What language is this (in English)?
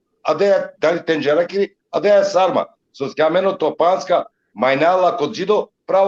Balkan Romani